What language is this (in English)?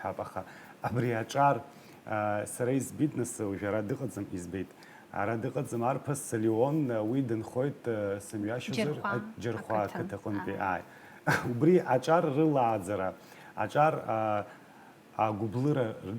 Abkhazian